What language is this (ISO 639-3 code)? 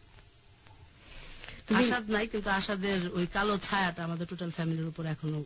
ben